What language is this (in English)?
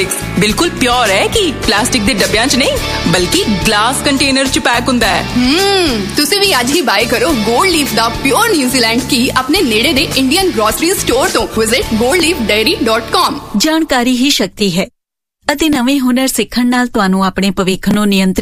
Punjabi